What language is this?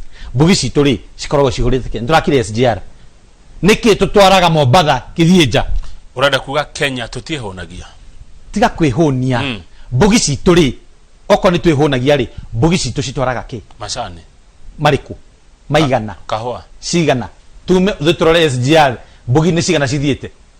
Kikuyu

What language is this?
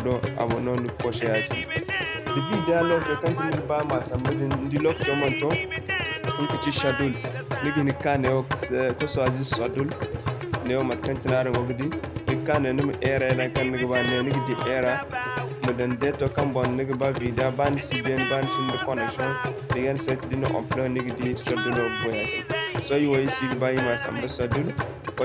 Zarma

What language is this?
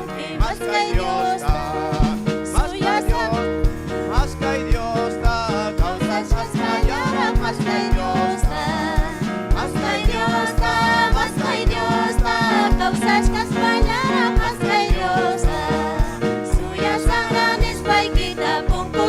Ayacucho Quechua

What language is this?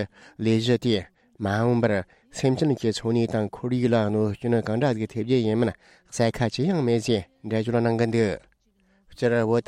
Tibetan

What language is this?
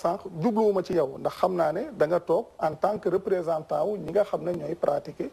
Wolof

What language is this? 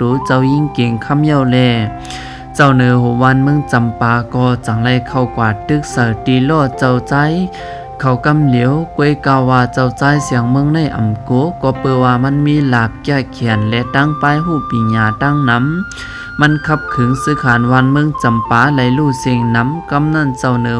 Shan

